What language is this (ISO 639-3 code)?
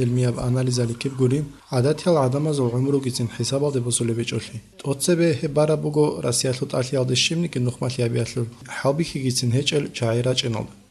ava